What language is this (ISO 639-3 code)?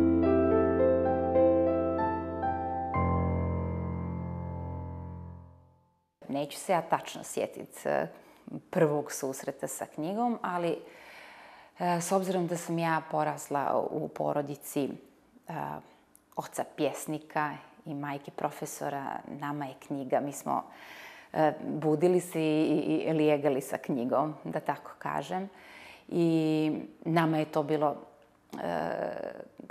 bos